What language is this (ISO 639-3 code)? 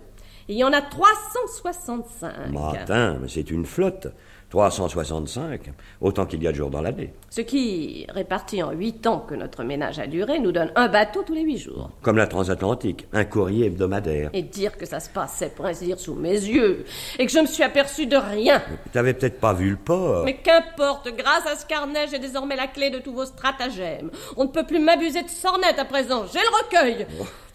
fra